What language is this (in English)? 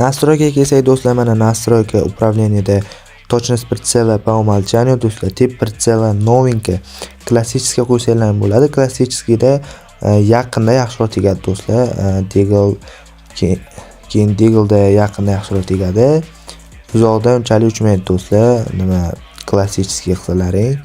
Uzbek